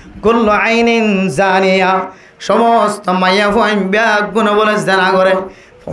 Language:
Rohingya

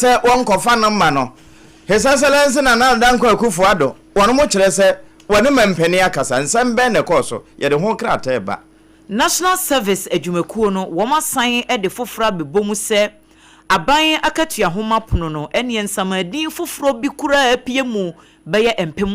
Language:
Akan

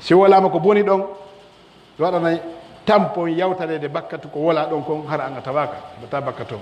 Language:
Pular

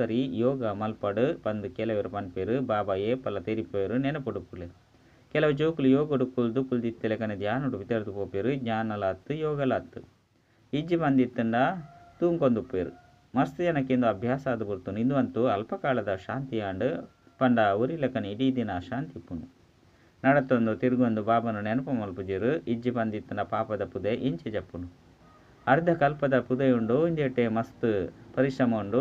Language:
Tulu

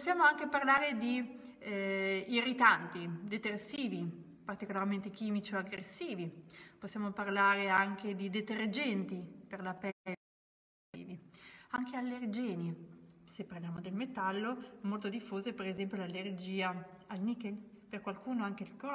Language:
Italian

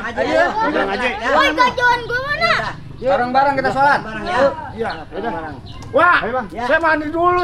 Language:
Betawi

